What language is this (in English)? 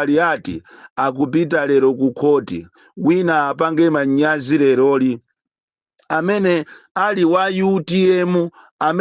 Nyanja